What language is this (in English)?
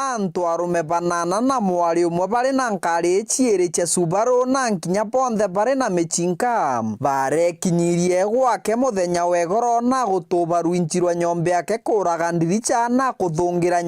Meru